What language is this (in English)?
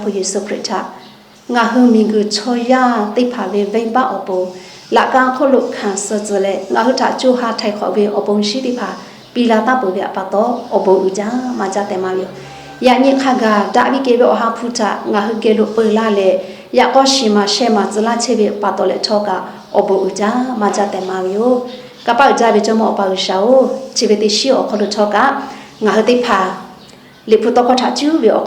Lahu